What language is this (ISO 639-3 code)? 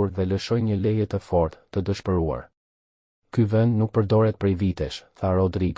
sqi